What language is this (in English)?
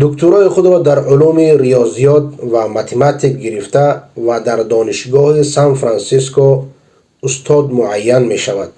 Persian